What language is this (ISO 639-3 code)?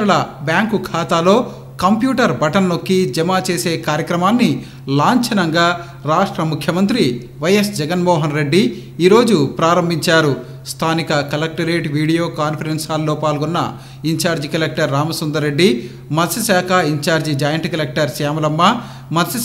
tel